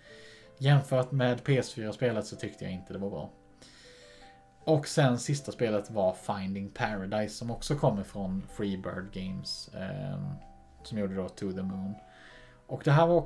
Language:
Swedish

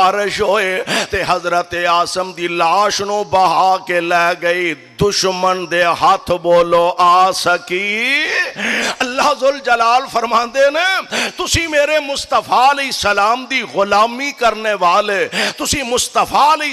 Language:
Western Panjabi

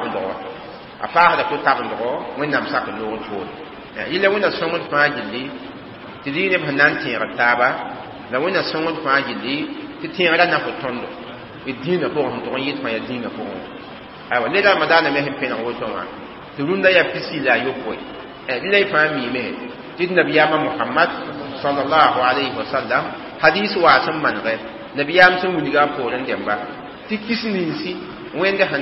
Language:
Mossi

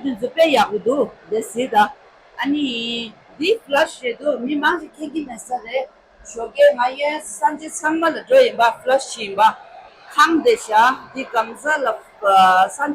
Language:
Tibetan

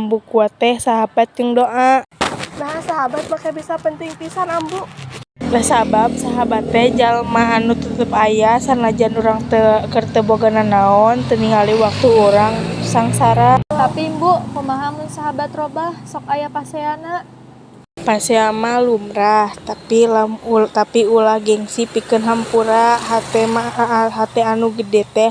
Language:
Sundanese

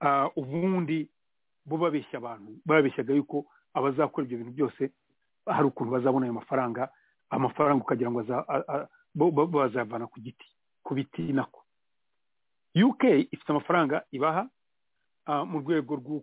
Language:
Kinyarwanda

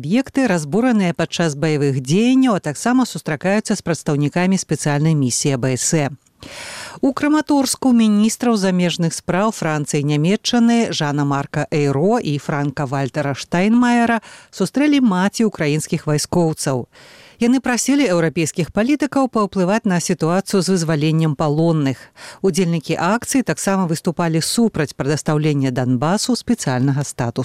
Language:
Belarusian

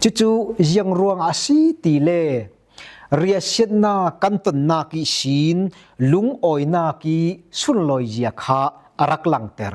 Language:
Falam Chin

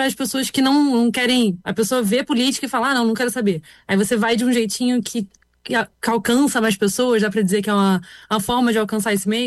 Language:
Portuguese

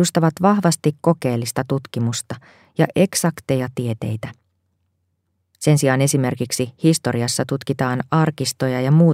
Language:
Finnish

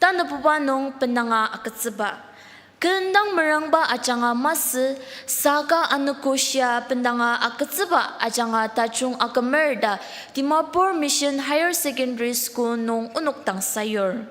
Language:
Ao Naga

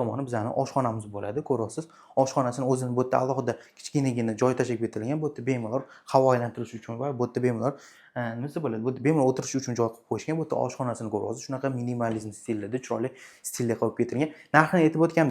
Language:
Uzbek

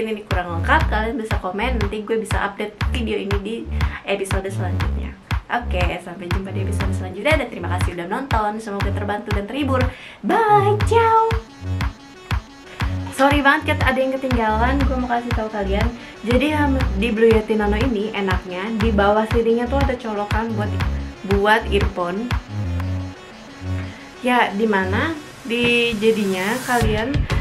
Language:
Indonesian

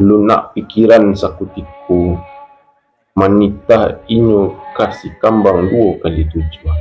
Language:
Minangkabau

